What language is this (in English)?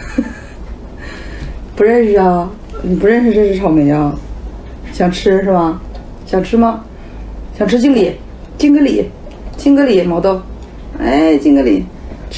Chinese